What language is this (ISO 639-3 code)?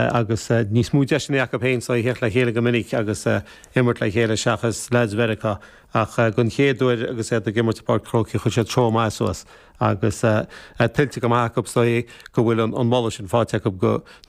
gle